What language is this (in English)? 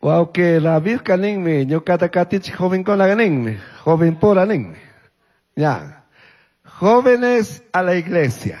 Chimborazo Highland Quichua